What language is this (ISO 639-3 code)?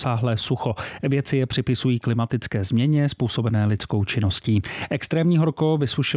ces